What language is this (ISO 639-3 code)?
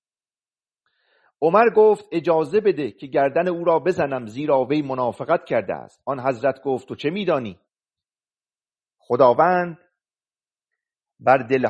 fas